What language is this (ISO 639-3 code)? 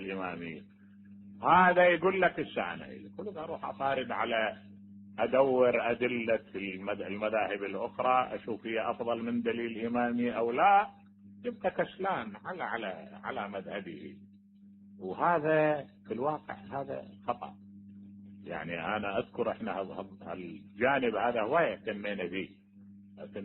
acm